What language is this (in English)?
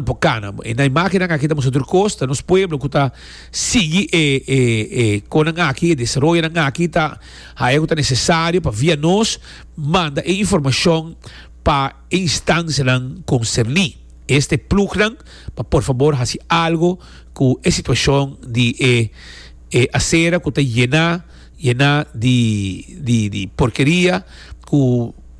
Papiamento